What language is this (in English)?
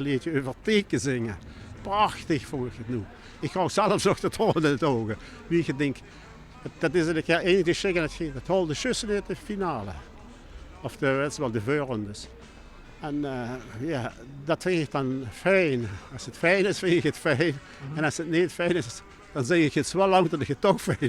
Limburgish